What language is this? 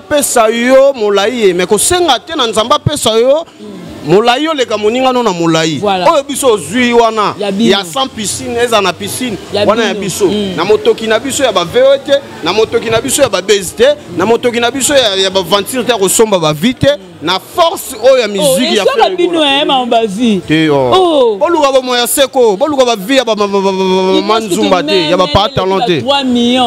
Lingala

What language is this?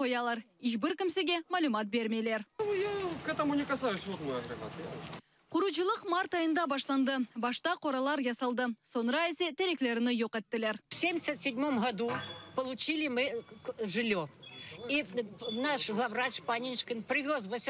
Crimean Tatar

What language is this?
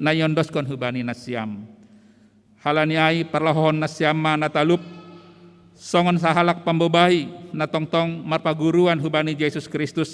Batak Simalungun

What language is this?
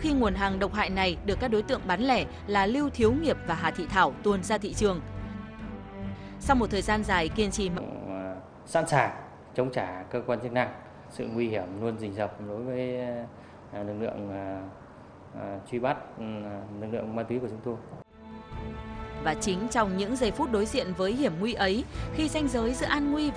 Vietnamese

